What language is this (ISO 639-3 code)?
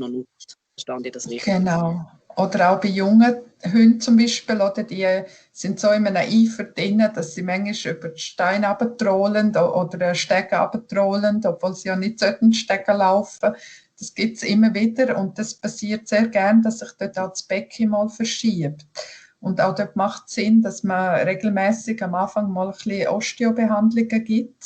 gsw